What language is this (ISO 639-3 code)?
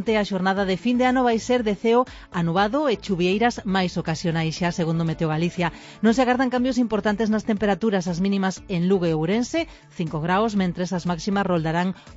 glg